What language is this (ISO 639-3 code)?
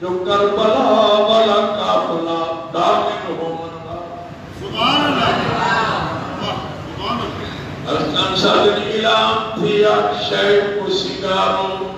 skr